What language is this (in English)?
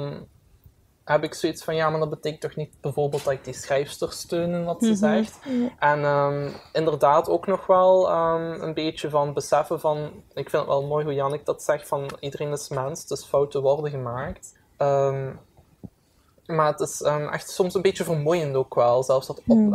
Dutch